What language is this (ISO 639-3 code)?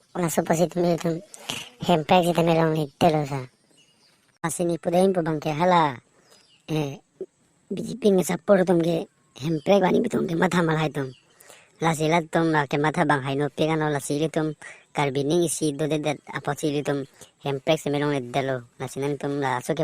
mjw